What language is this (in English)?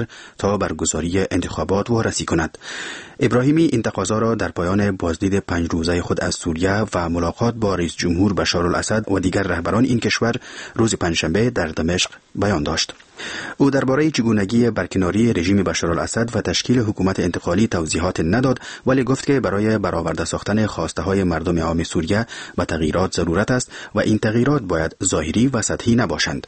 Persian